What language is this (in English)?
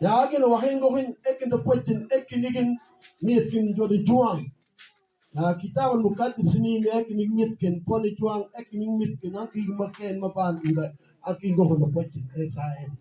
Mabaan